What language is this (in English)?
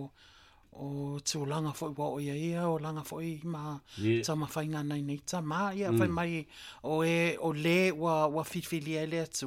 Samoan